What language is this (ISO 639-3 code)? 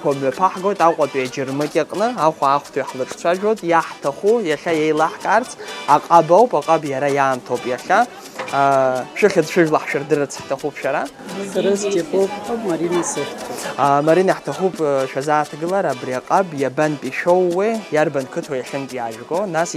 abk